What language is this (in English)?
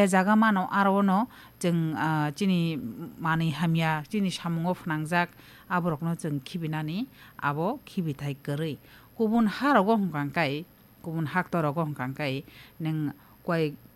Kok Borok